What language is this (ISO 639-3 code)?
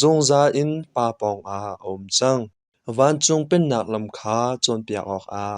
cnh